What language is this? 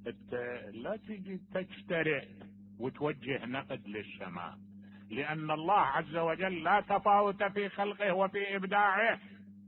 Mesopotamian Arabic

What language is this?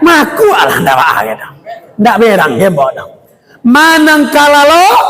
Minangkabau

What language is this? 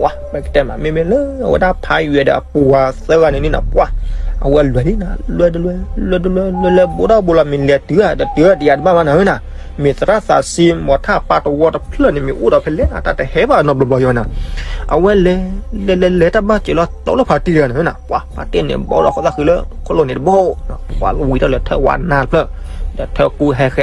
S'gaw Karen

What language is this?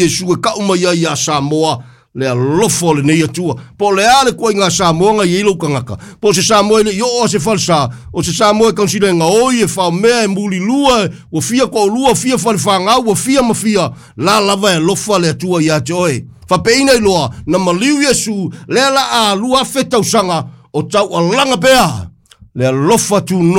Samoan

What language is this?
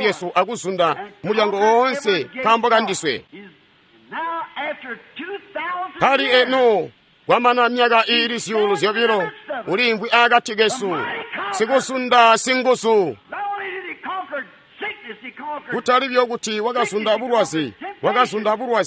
Tonga (Zambia)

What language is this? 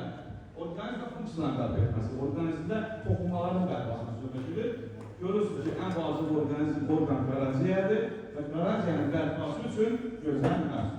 Azerbaijani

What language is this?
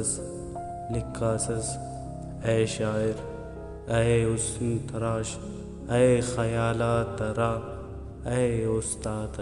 Brahui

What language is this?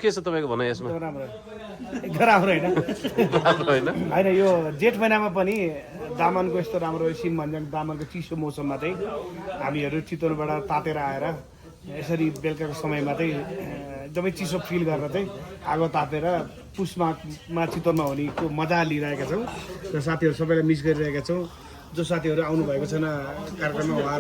Nepali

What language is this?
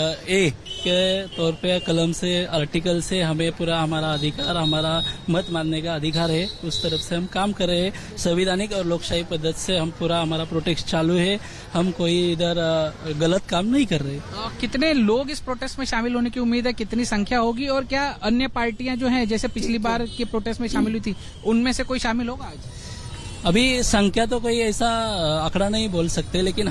Hindi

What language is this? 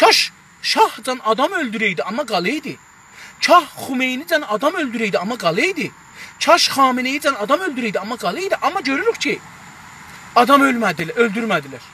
South Azerbaijani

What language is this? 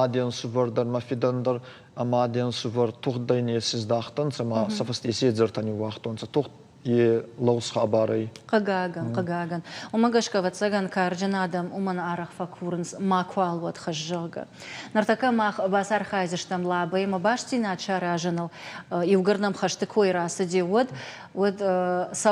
Ossetic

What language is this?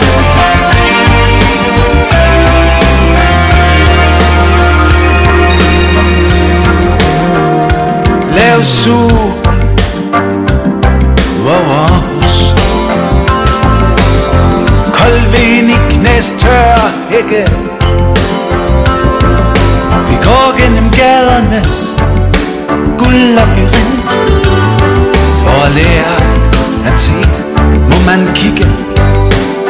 Danish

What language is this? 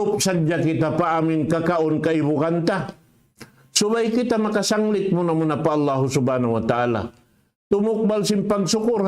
Tausug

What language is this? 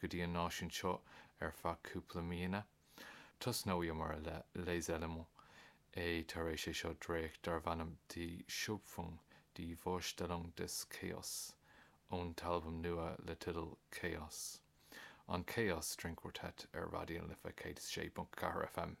Irish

